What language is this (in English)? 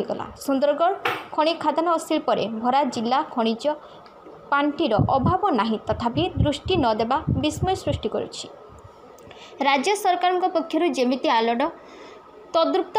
Odia